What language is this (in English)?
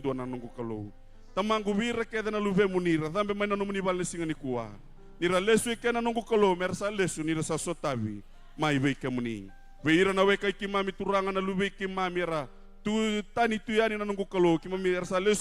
Fijian